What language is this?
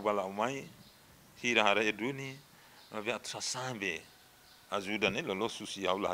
Tetum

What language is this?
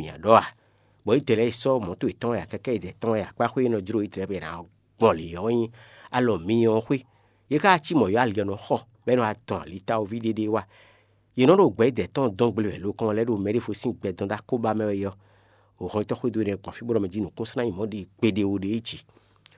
Fon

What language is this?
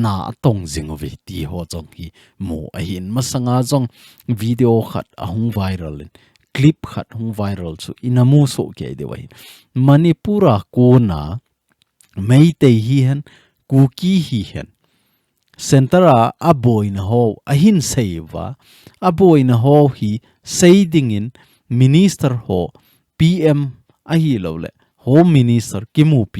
Thado Chin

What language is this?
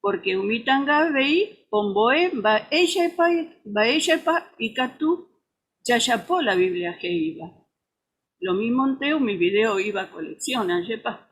Guarani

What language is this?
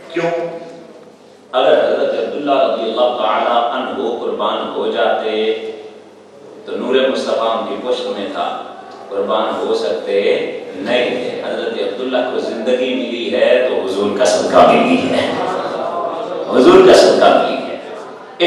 Urdu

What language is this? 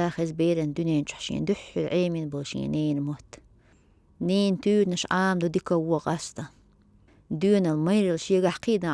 Chechen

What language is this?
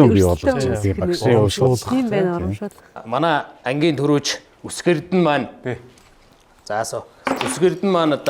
Mongolian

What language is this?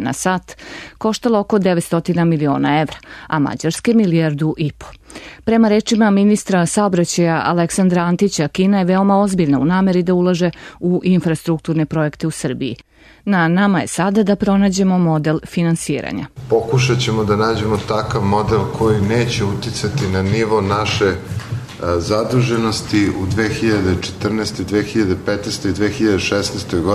Serbian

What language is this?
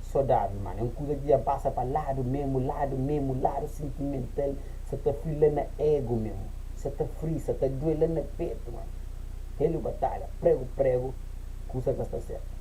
Kabuverdianu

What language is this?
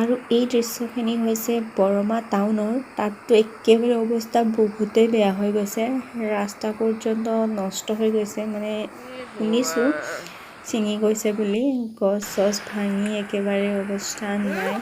Assamese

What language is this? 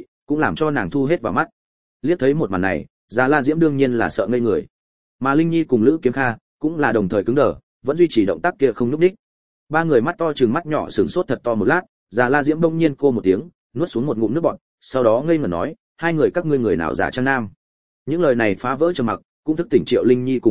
Vietnamese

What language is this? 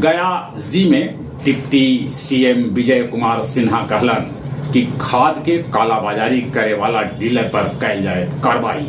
Magahi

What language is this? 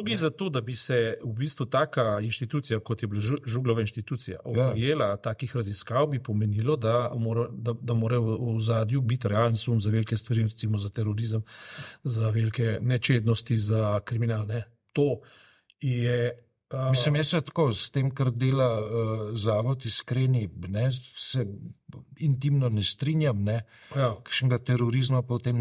Slovenian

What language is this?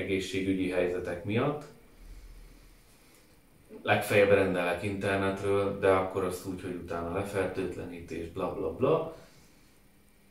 Hungarian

